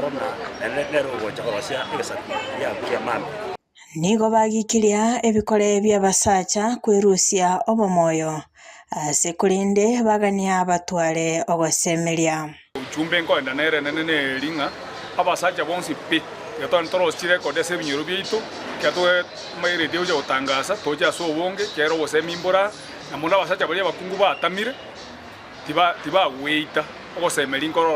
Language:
Gusii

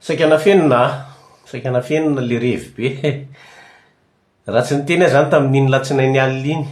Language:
Malagasy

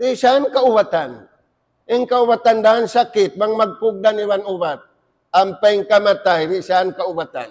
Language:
Tausug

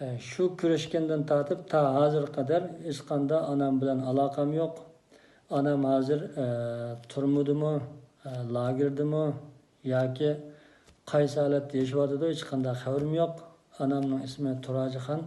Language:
Uyghur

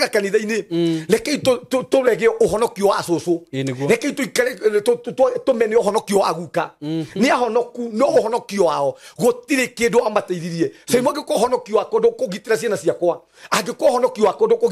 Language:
Kikuyu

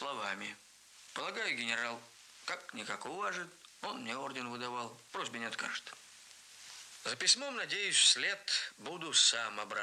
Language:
Russian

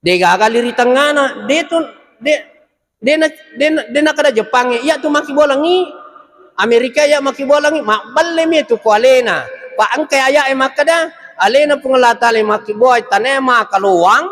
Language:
Buginese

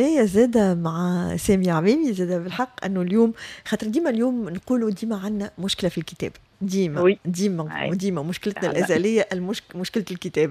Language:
Tunisian Arabic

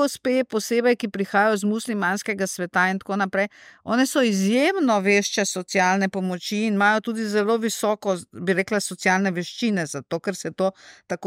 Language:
Slovenian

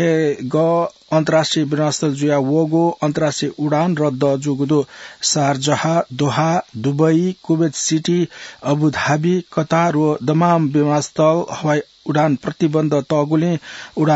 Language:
Newari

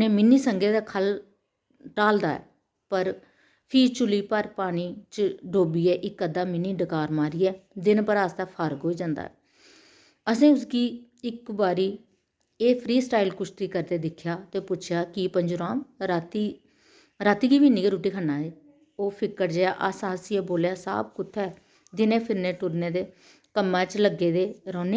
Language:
Dogri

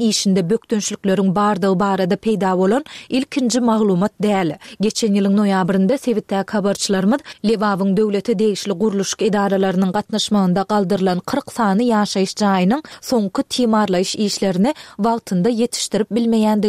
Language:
Turkmen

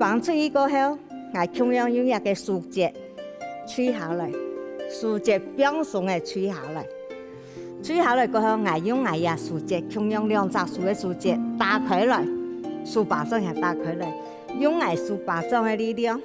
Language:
Hakka Chinese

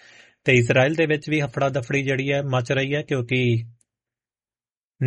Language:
Punjabi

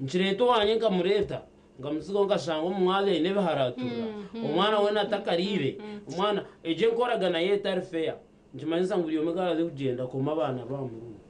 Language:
Nyankole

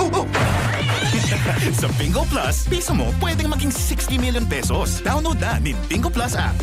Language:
Bikol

